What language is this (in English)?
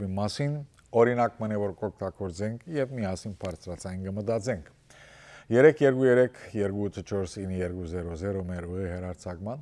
Western Armenian